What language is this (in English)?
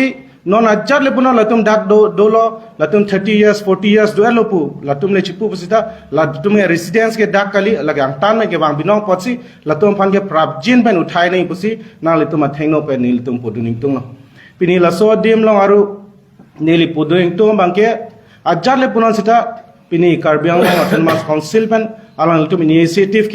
Karbi